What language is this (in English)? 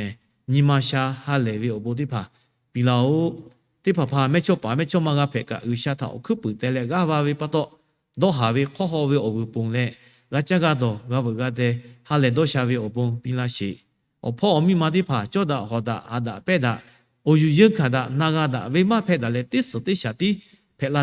Lahu